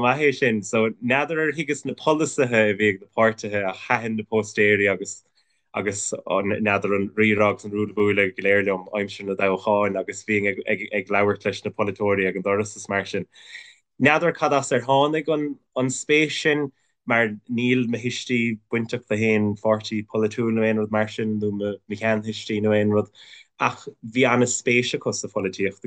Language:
Irish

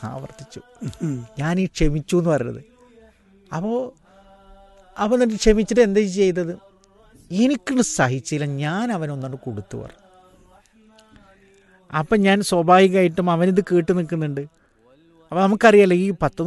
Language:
Malayalam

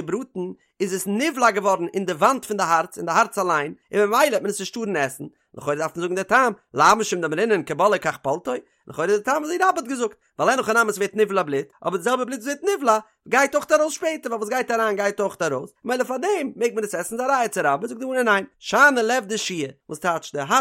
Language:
Yiddish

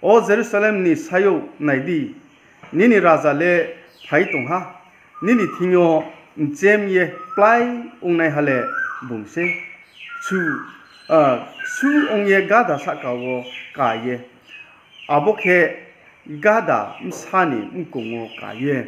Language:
Riang (India)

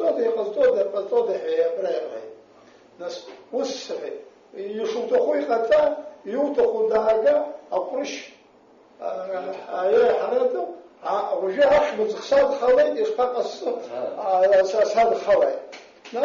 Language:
Abkhazian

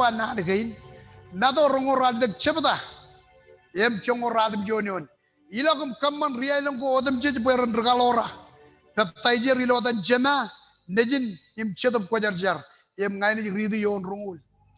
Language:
Marshallese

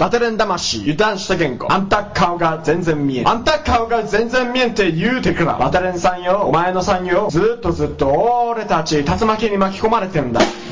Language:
Japanese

